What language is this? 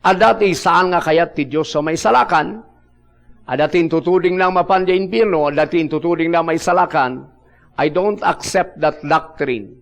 Iloko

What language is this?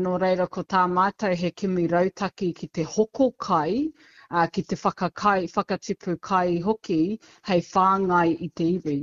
Māori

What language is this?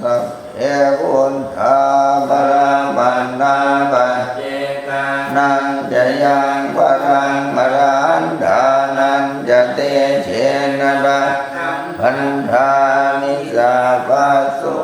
Pali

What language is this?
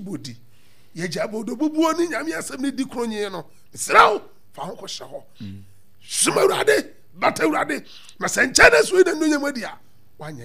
Akan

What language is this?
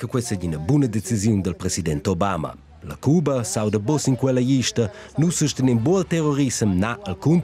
Romansh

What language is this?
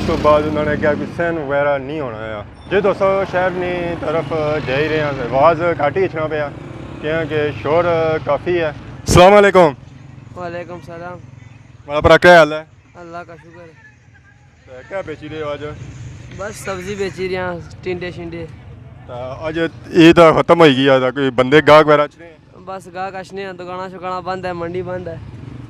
Pahari-Potwari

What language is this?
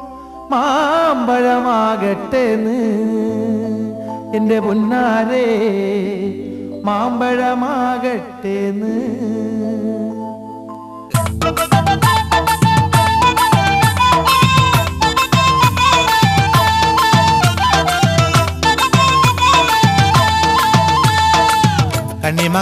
Malayalam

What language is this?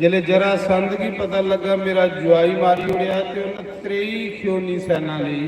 Dogri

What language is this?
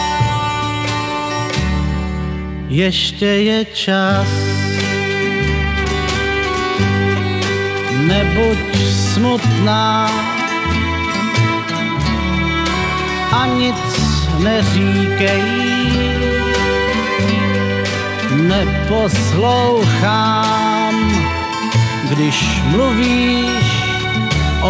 Czech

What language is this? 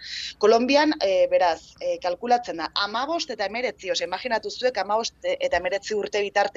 Basque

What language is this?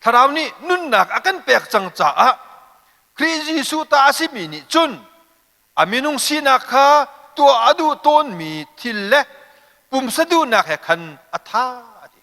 Hakha Chin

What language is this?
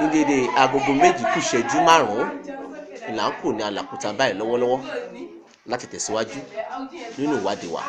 Yoruba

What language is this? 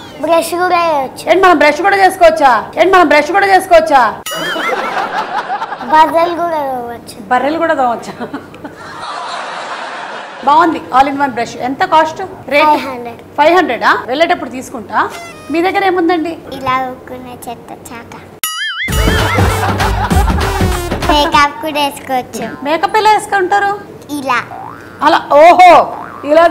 Telugu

